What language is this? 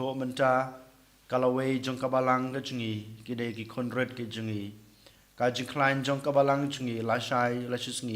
Khasi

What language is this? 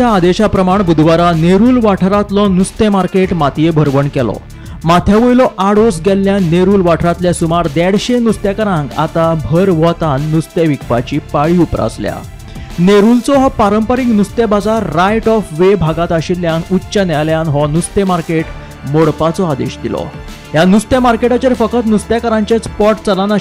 Konkani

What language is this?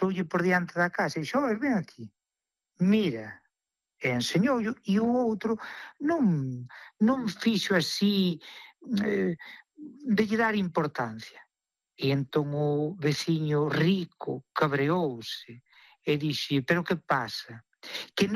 Galician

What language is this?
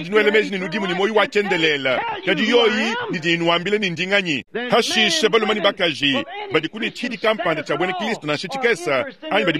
Luba-Lulua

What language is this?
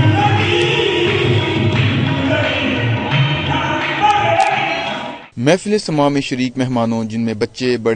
Urdu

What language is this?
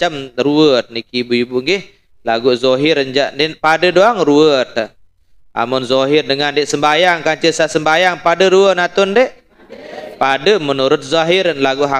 Sasak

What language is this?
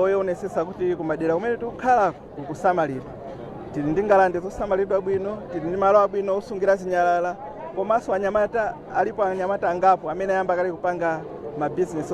Nyanja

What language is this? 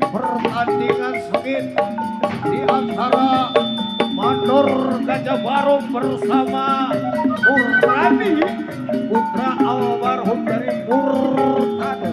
Betawi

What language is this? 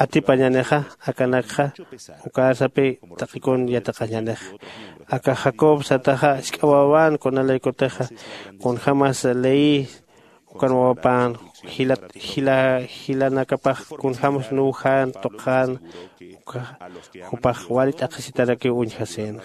Aymara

